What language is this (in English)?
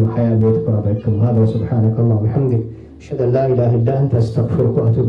Divehi